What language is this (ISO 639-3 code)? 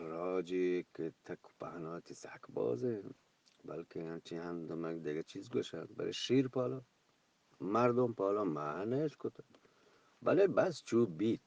bgp